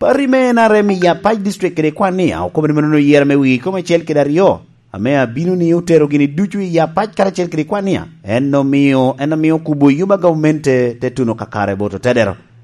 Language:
Lango (Uganda)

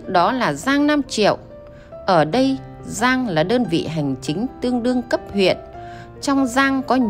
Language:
Vietnamese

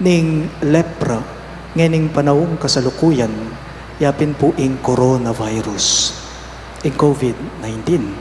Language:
Pampanga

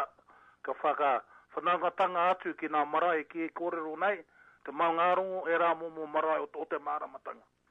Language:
Māori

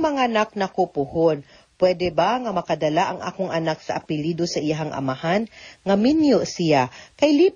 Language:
Cebuano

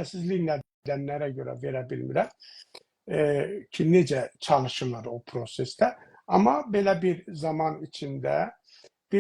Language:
South Azerbaijani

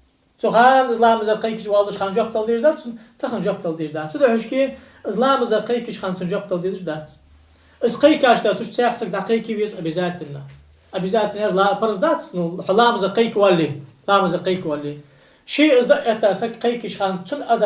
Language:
Ingush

